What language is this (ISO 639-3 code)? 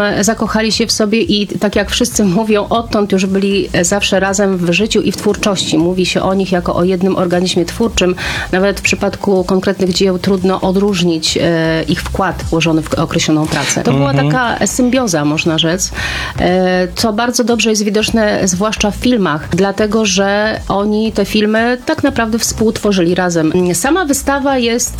pol